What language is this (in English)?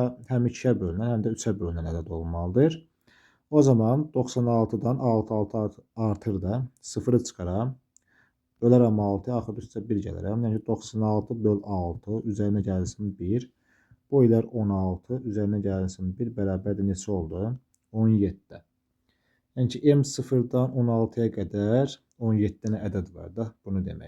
Azerbaijani